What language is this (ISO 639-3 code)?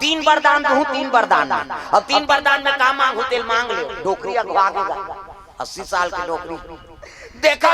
hne